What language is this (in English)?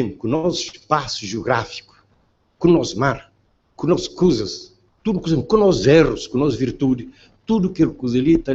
Kabuverdianu